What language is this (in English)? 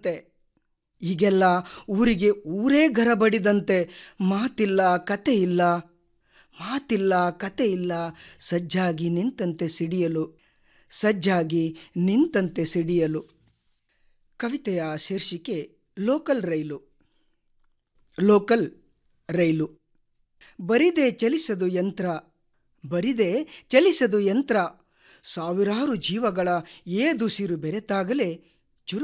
Kannada